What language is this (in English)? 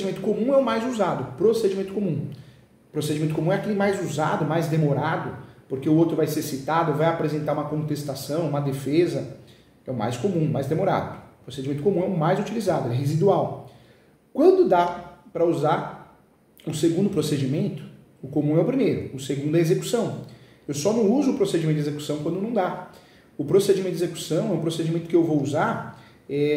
Portuguese